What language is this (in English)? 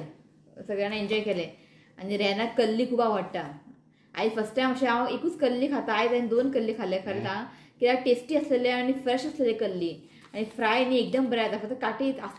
Konkani